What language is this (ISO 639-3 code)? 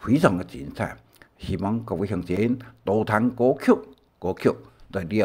hak